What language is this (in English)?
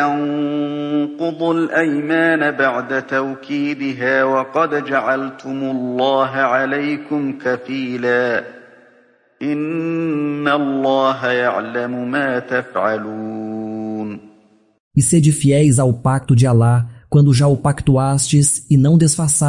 Galician